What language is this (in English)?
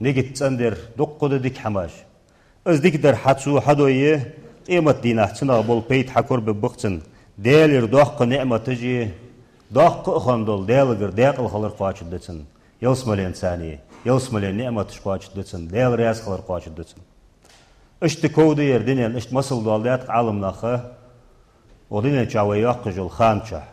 Ingush